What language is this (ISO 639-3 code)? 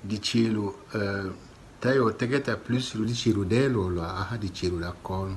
tll